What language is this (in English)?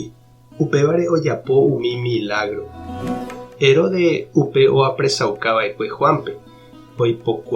Guarani